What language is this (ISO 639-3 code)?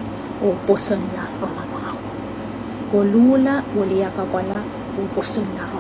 pon